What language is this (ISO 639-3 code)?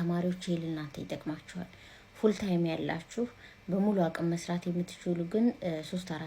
amh